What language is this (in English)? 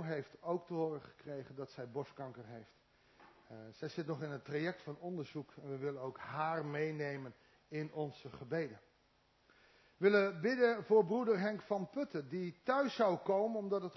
Dutch